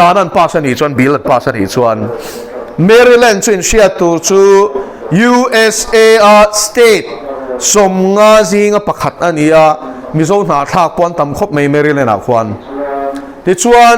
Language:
Mizo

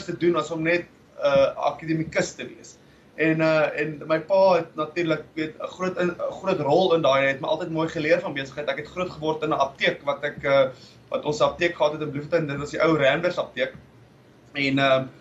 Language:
Afrikaans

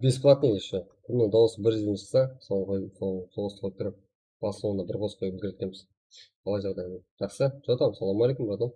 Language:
Kara-Kalpak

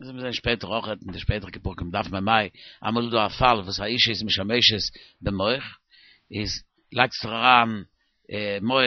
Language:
Yiddish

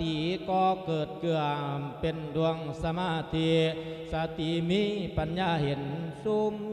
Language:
Lao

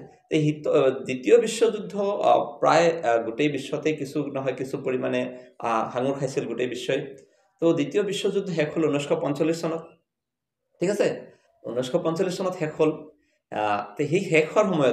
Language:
Assamese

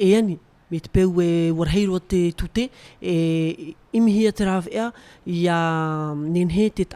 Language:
Tahitian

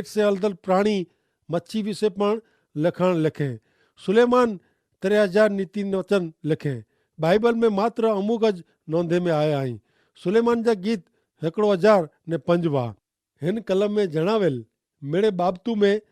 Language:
Kachhi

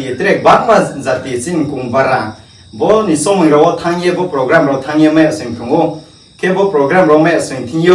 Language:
Riang (India)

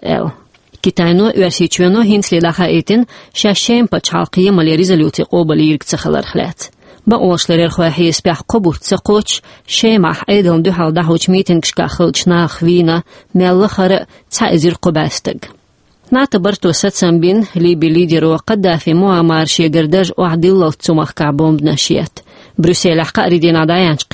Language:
Chechen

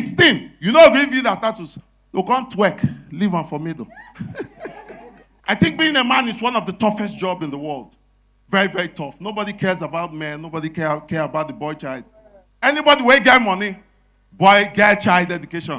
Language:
Nigerian Pidgin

